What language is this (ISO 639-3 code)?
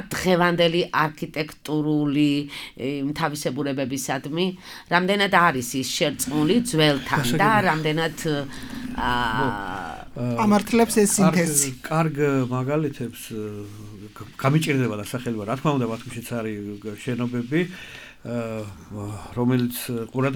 kat